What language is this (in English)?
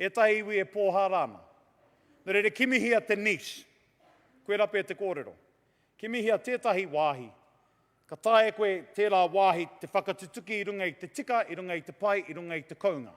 Māori